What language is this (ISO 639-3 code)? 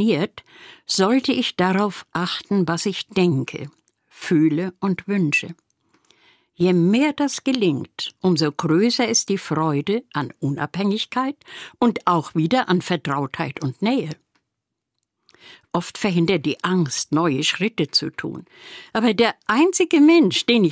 deu